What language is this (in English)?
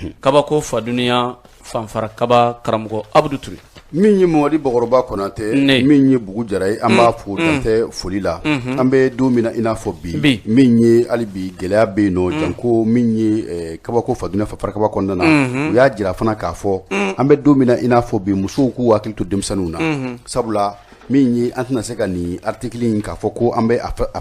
Bambara